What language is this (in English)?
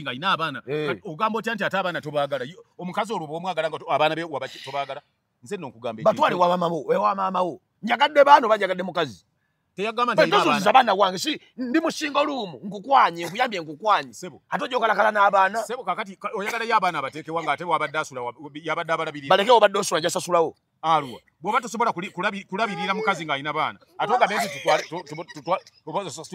Ganda